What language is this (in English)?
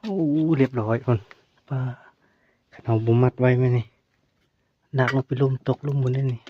Northeastern Thai